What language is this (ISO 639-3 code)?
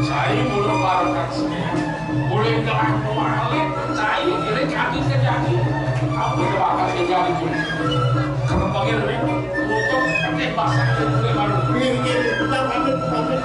ban